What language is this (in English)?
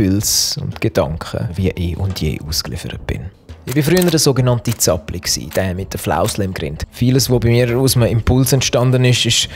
Swiss German